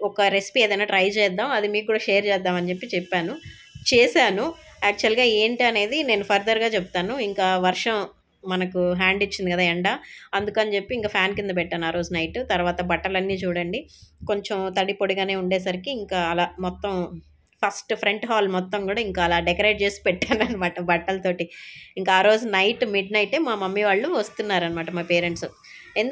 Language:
Telugu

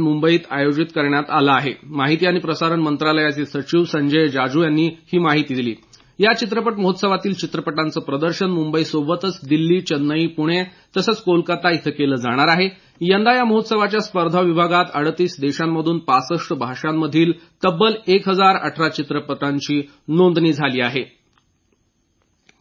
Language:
Marathi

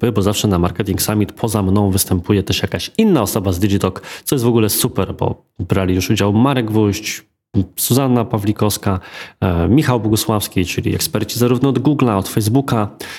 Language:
Polish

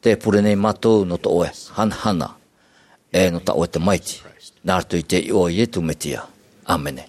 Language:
Tahitian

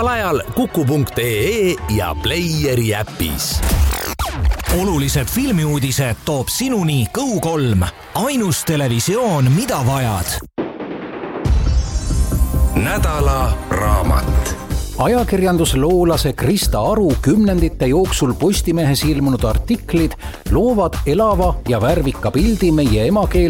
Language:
Estonian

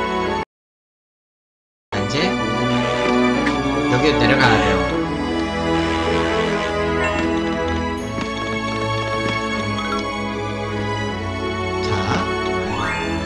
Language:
Korean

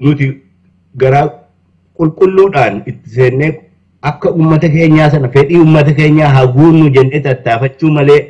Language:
Oromo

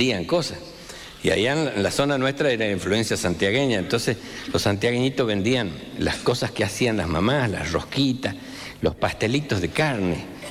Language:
Spanish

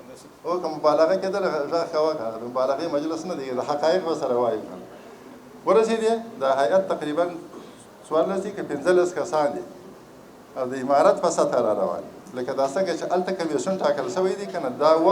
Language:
Pashto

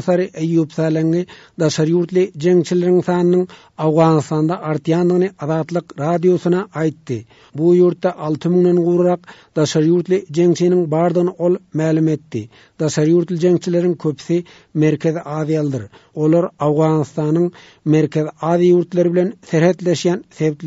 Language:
Turkmen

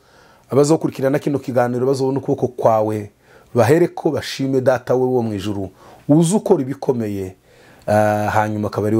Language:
Kinyarwanda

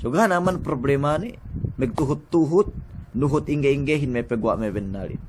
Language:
Yakan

